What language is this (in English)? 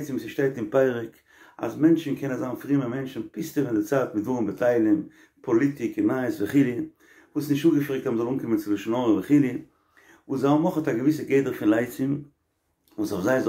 Yiddish